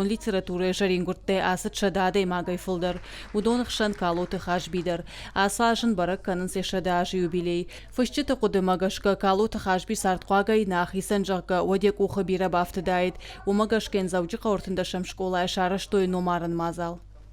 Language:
Ossetic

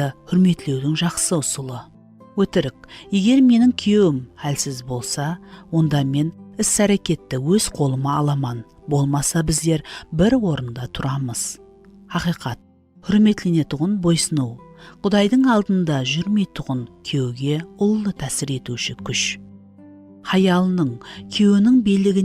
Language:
Kara-Kalpak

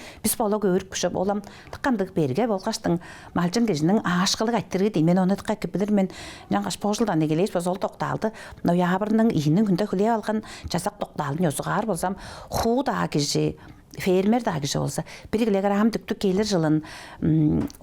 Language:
Tuvinian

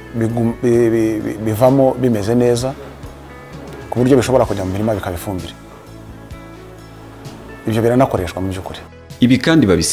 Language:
Kinyarwanda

